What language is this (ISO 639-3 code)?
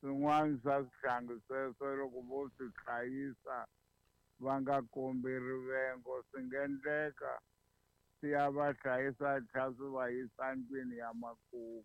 tso